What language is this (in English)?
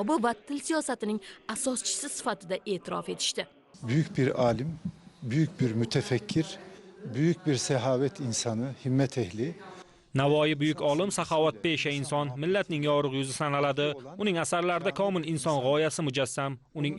Uzbek